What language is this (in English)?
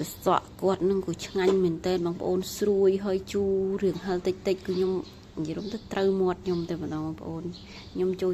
Khmer